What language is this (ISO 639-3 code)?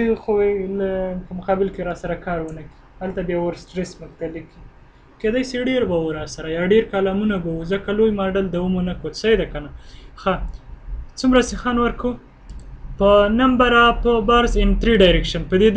pus